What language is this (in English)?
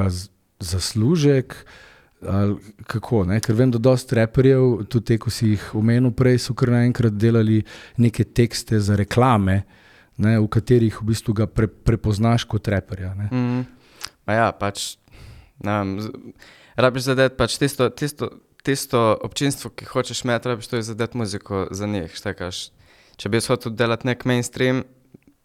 Slovenian